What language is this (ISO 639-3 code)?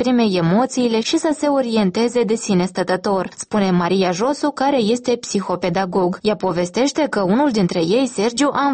ron